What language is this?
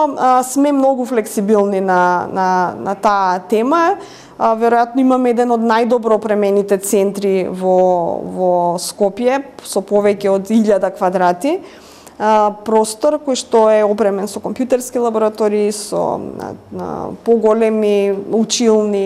Macedonian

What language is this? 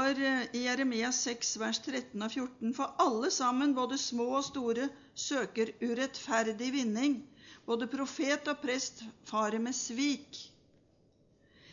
Norwegian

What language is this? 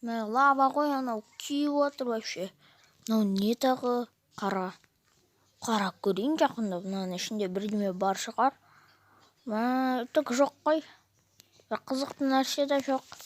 Kazakh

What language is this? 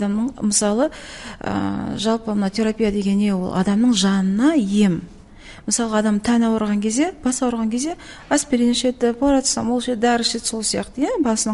Kazakh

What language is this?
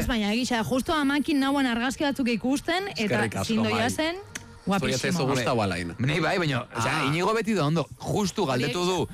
Basque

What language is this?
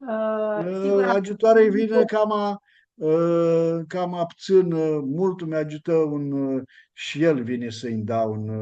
Aromanian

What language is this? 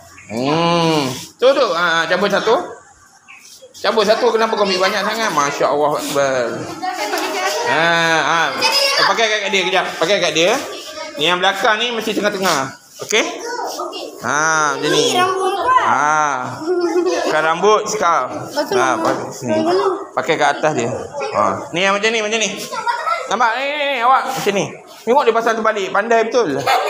Malay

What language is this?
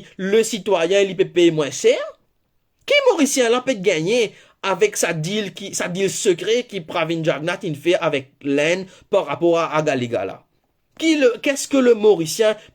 Morisyen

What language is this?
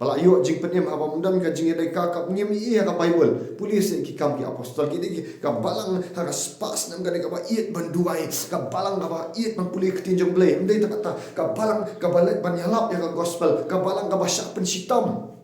Khasi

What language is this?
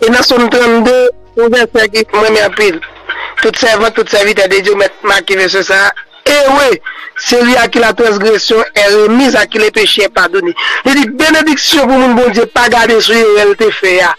Haitian Creole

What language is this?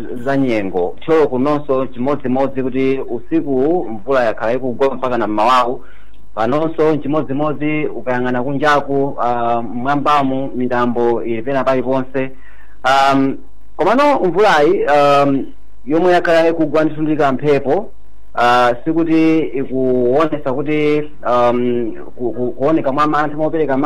Nyanja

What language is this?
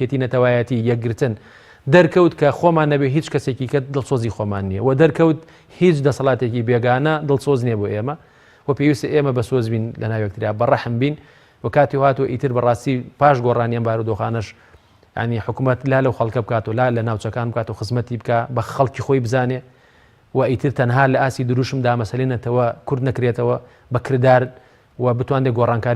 Central Kurdish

